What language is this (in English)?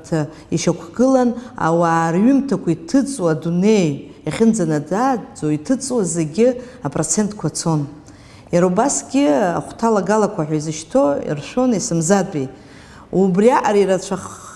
Abkhazian